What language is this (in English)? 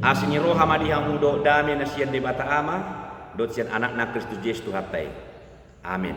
Batak Toba